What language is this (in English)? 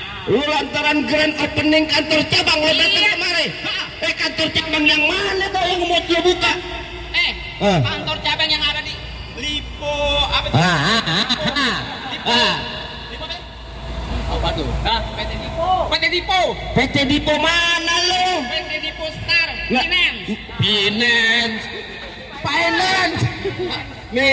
Betawi